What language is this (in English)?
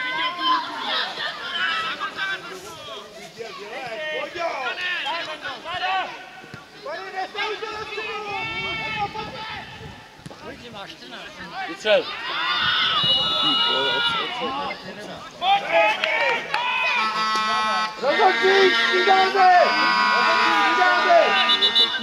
Czech